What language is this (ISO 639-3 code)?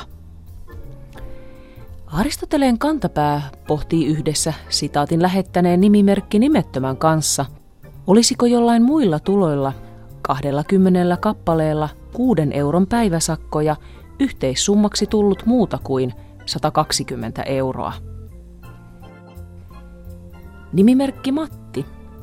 fin